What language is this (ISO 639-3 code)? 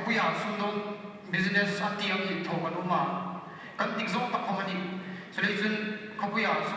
hmr